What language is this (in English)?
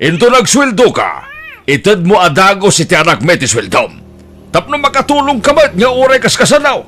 Iloko